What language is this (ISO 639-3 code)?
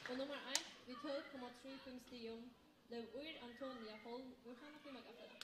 fao